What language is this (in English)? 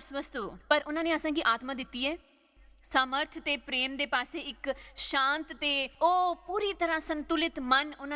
Dogri